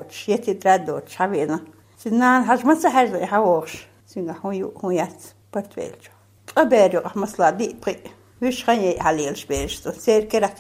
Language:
Chechen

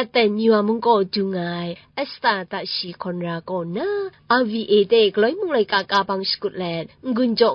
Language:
Kachin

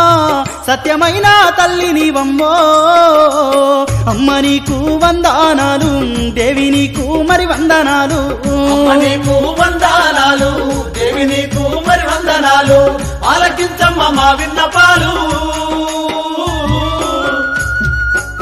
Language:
Telugu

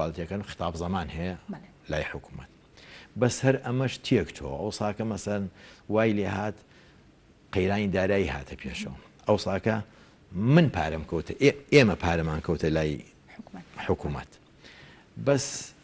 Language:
Central Kurdish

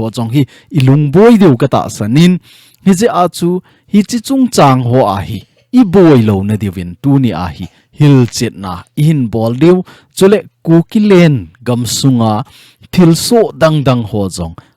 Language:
Thado Chin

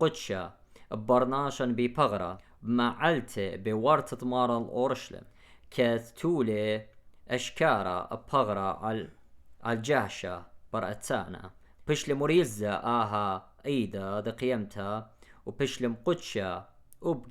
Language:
Assyrian Neo-Aramaic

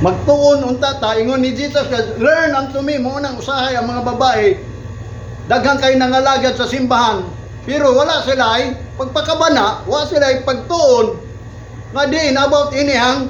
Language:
Cebuano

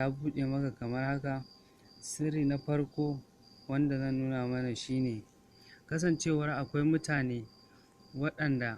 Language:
Hausa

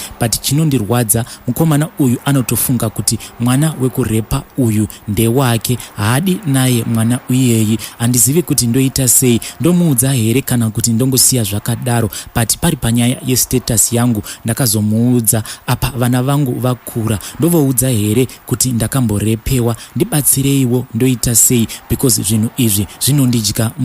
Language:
Shona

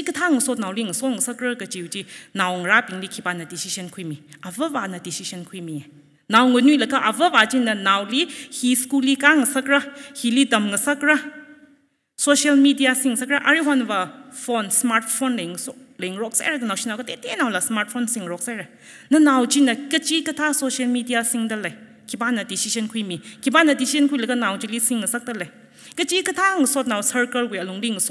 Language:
Tangkhul Naga (India)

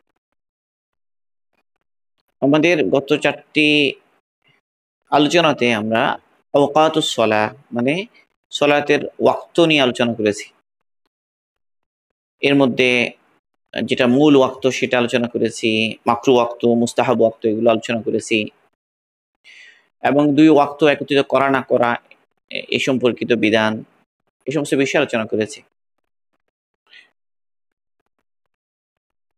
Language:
Bangla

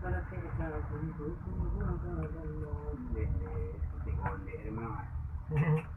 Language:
Minangkabau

